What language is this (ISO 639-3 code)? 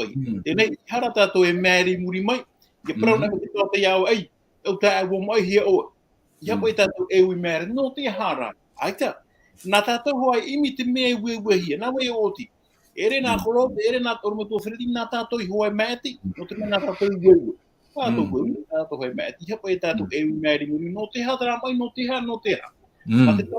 tah